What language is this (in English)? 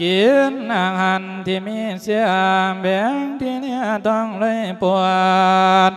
Lao